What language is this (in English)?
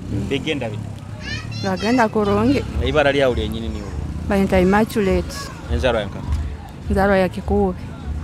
Nyoro